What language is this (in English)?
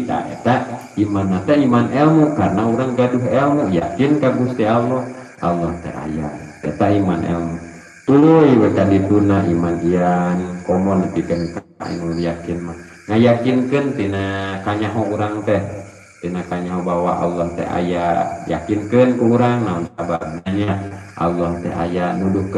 Sundanese